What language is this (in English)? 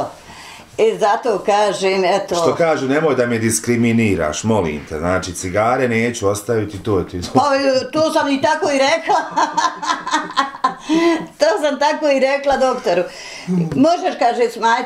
Bosnian